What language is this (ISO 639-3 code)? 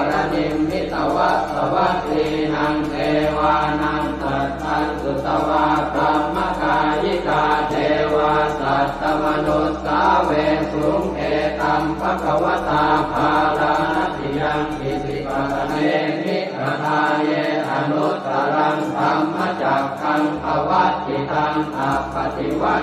pli